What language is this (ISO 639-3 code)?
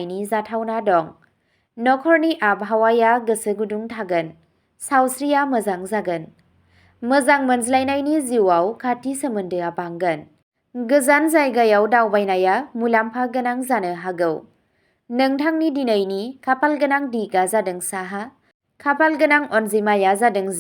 brx